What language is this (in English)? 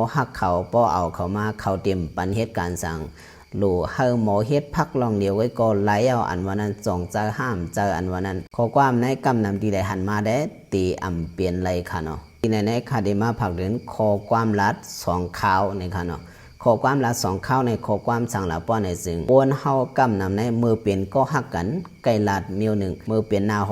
Shan